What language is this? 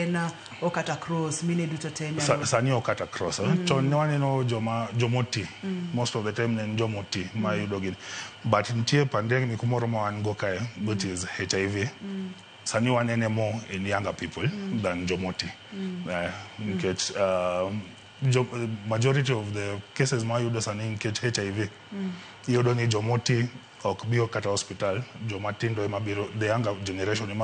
Luo (Kenya and Tanzania)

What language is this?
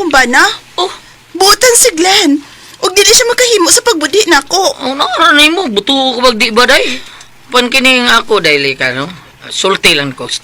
Cebuano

